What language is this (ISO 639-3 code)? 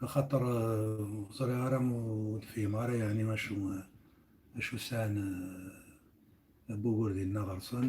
kab